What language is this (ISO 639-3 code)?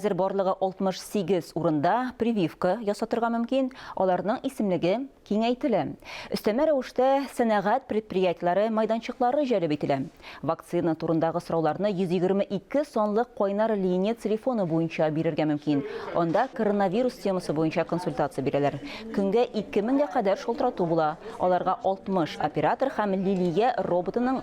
tat